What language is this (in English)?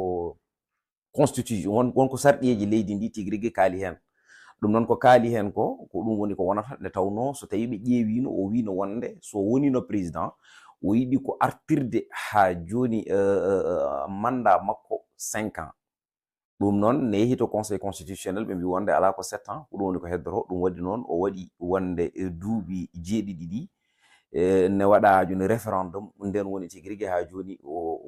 Fula